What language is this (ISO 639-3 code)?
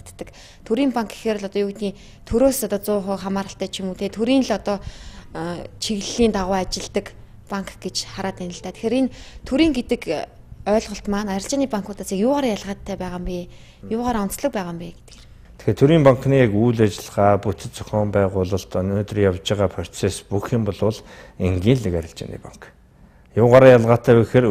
mon